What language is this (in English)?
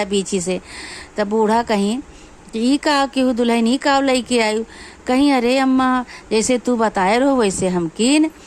Awadhi